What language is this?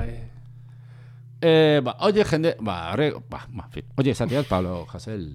Basque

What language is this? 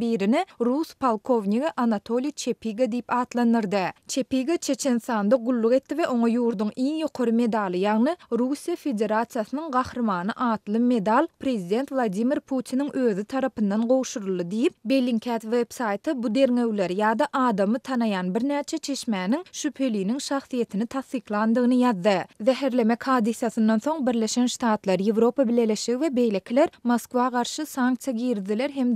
Turkmen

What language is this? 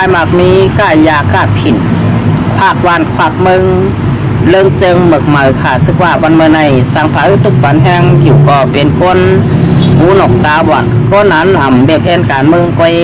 Shan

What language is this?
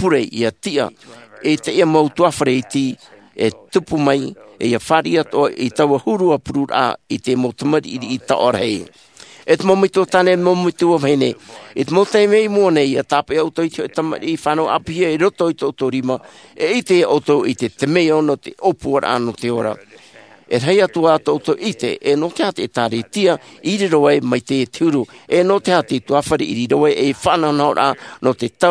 Tahitian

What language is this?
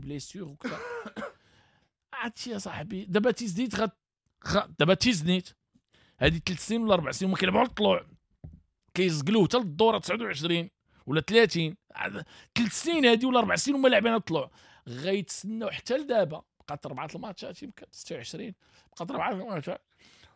Moroccan Arabic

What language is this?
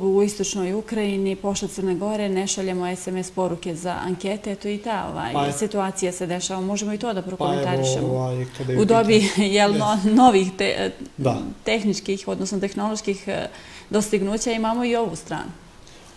Bosnian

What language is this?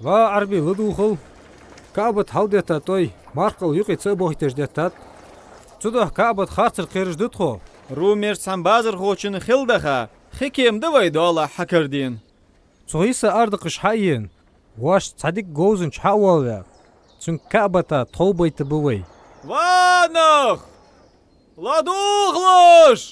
Ingush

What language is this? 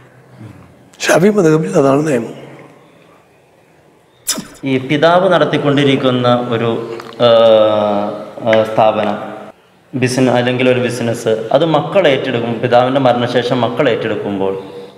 Malayalam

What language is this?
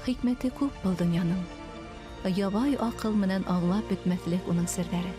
Bashkir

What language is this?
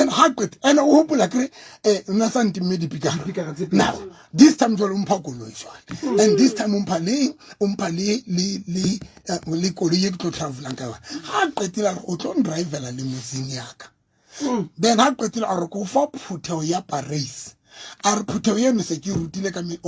Southern Sotho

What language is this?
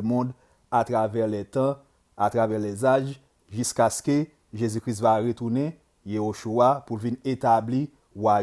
Haitian Creole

